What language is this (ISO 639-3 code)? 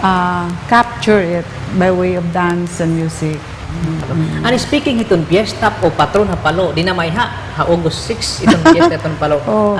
war